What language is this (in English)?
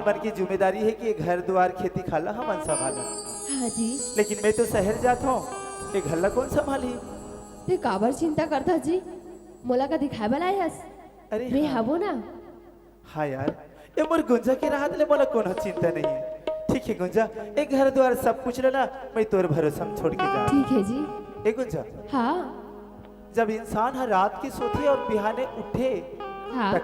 Chhattisgarhi